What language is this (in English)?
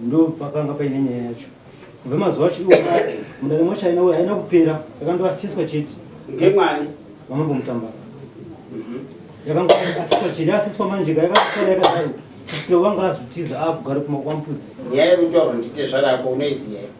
Shona